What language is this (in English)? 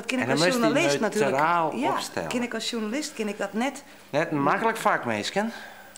Western Frisian